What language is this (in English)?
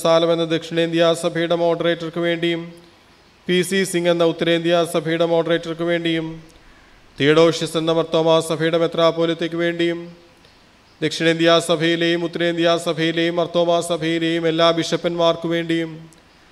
Malayalam